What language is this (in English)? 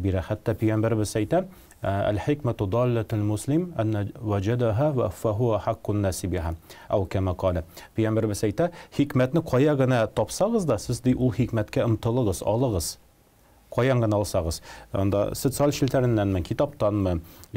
Tatar